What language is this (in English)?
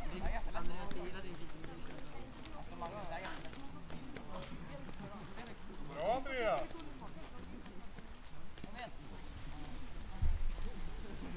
Swedish